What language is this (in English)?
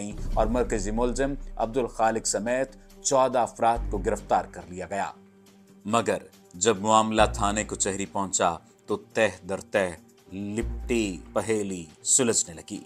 Urdu